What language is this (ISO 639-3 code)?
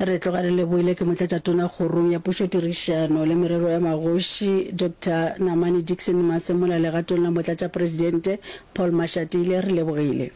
nso